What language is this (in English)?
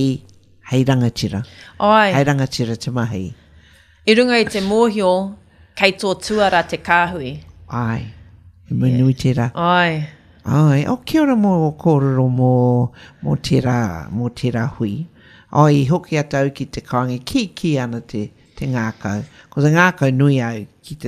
Māori